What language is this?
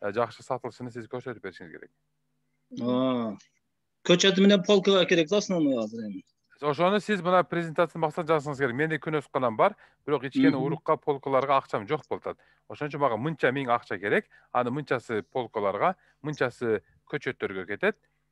Kyrgyz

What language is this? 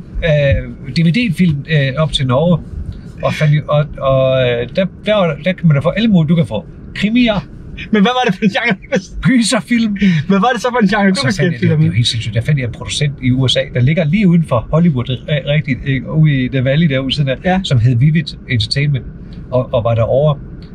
Danish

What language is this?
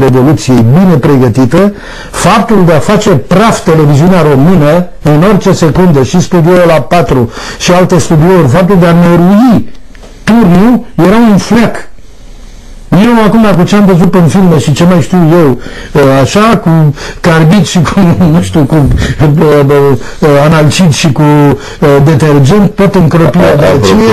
Romanian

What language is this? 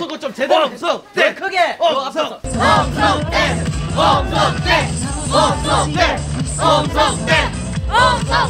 Korean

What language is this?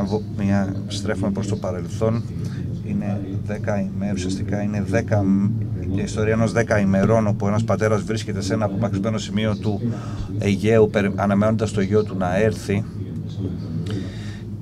Greek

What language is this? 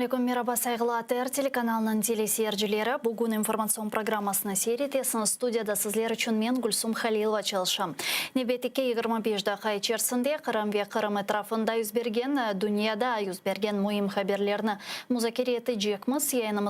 Crimean Tatar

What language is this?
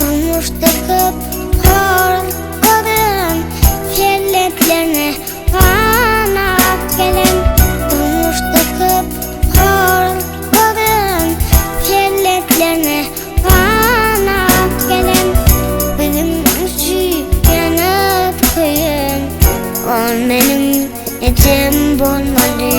Turkmen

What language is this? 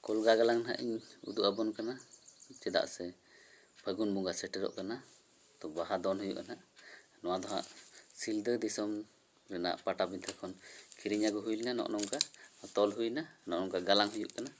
Santali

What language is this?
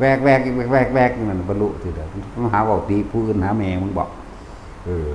Lao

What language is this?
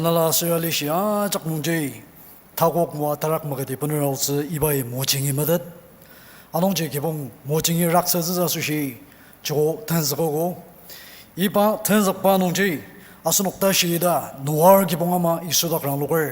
Ao Naga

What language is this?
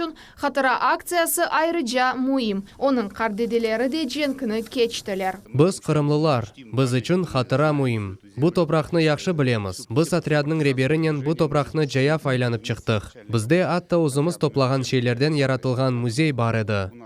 Crimean Tatar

